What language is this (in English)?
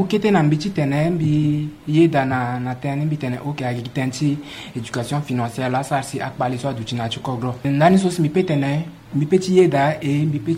Sango